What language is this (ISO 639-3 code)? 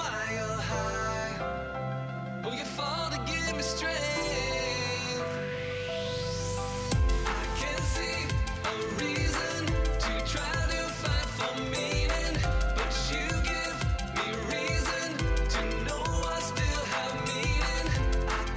eng